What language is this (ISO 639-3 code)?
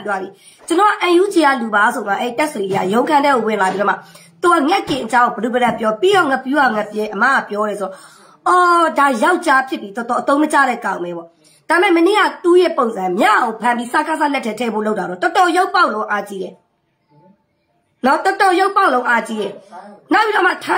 mya